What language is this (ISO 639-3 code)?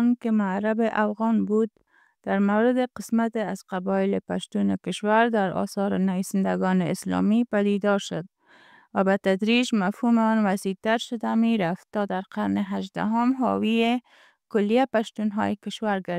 pus